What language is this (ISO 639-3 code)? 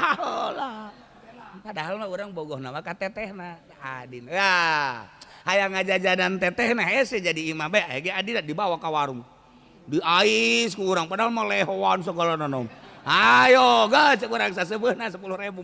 sun